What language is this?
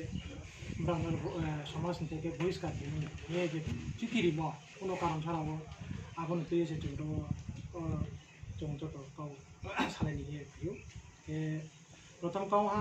Riang (India)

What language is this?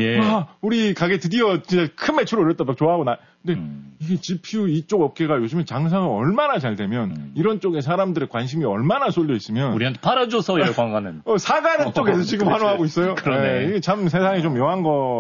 Korean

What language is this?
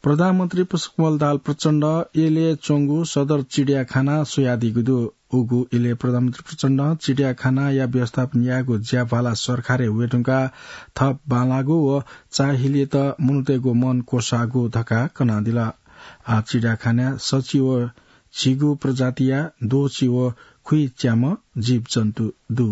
Newari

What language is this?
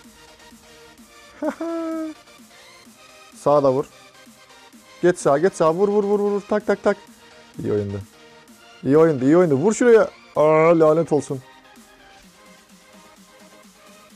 Turkish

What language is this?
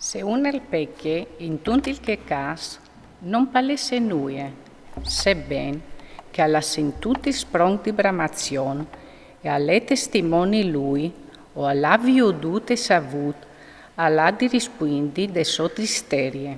Friulian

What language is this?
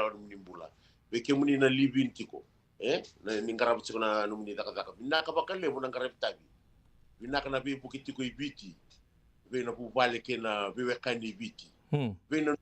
Fijian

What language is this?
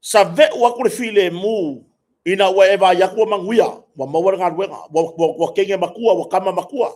Samoan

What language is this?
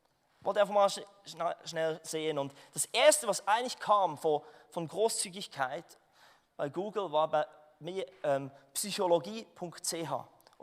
Swiss German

